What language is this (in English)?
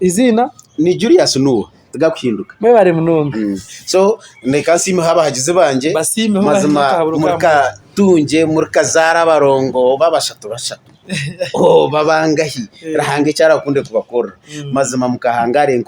Nyankole